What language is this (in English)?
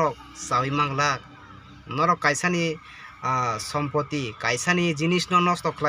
Kok Borok